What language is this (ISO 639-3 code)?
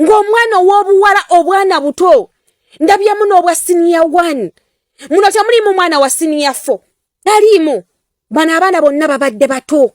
lug